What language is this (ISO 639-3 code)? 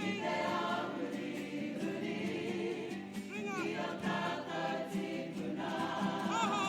mri